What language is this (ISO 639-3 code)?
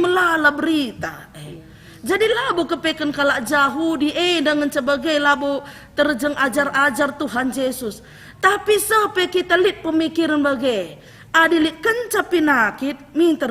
btx